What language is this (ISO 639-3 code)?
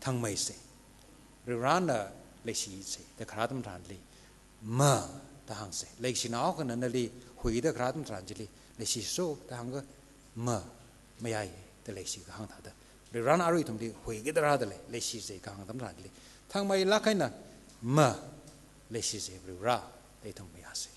nmf